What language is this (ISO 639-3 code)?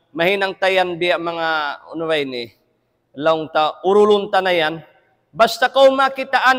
tsg